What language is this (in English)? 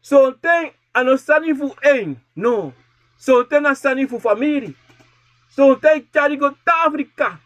Sranan Tongo